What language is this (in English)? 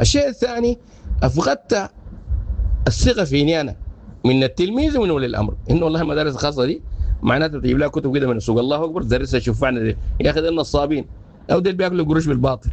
Sudanese Arabic